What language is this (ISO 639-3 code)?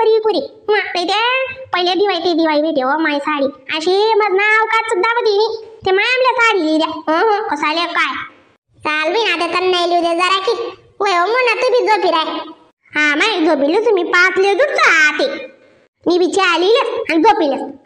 khn